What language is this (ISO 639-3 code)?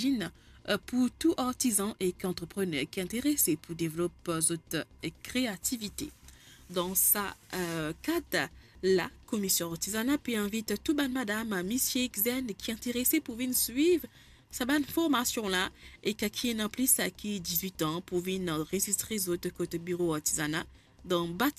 mfe